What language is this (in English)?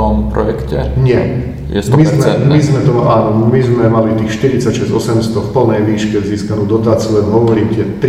Slovak